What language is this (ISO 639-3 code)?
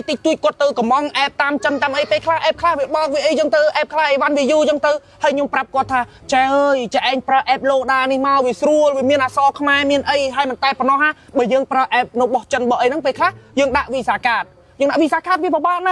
khm